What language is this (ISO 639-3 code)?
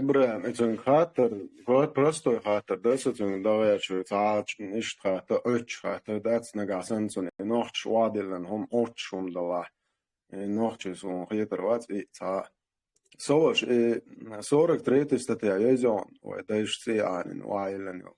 che